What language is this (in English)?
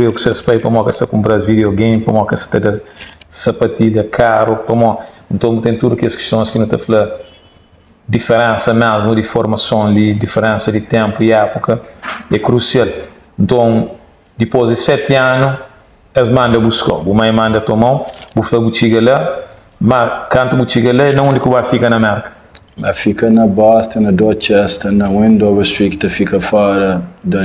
Kabuverdianu